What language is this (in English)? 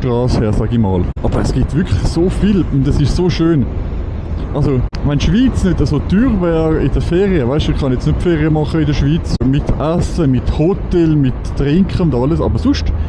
Swiss German